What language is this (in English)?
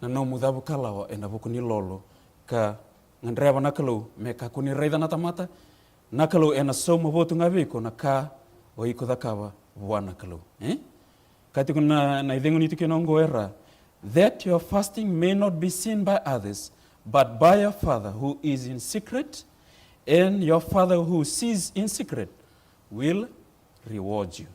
Fijian